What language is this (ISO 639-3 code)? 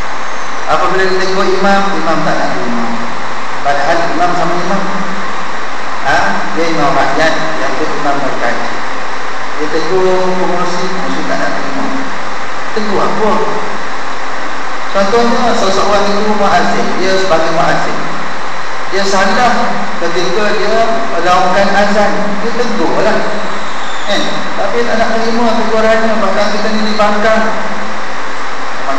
msa